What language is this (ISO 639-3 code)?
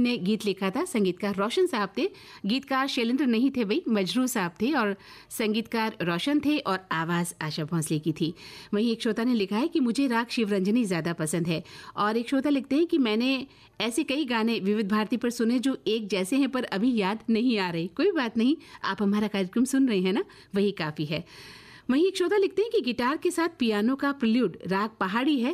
hin